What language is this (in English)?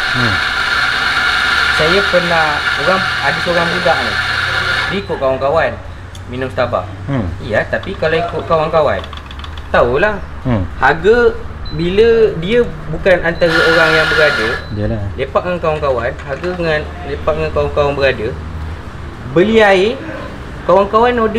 Malay